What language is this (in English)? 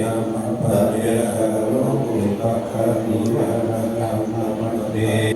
Pali